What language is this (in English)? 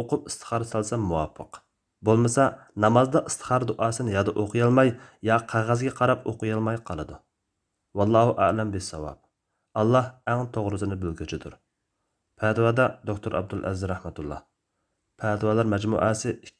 Uyghur